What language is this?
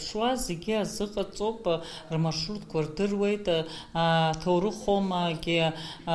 Abkhazian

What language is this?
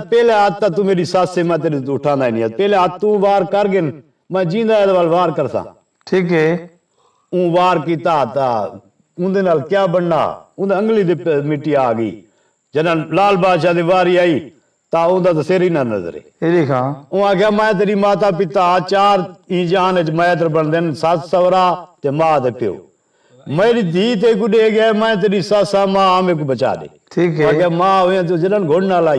Saraiki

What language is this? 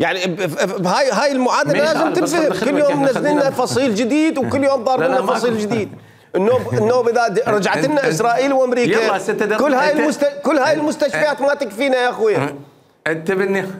Mesopotamian Arabic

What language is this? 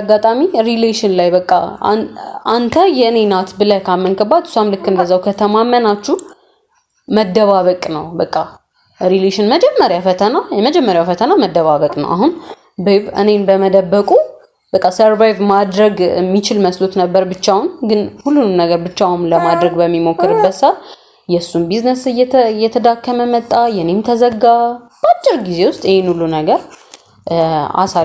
Amharic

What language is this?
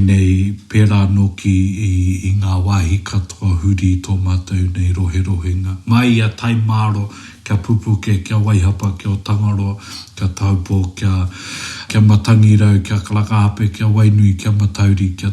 Māori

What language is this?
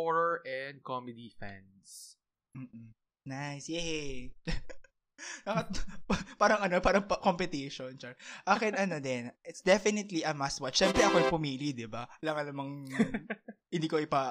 Filipino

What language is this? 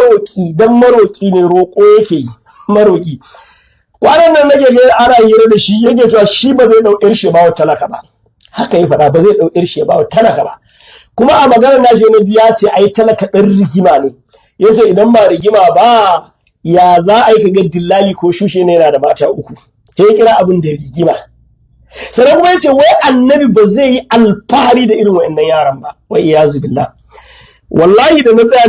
Hausa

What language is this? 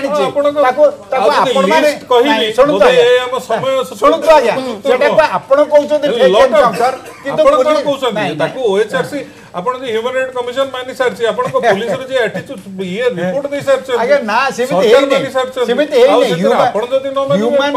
Odia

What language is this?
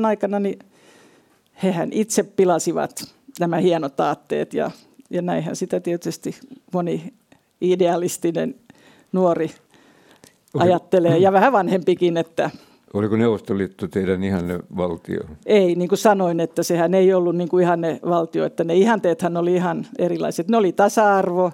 Finnish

